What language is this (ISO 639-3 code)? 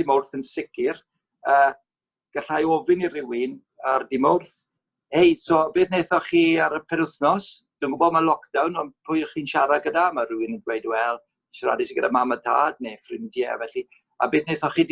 cym